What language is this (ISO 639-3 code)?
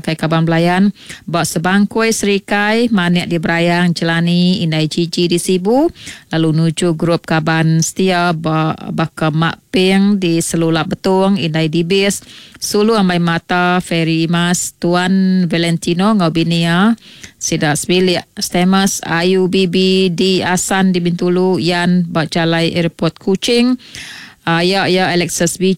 iba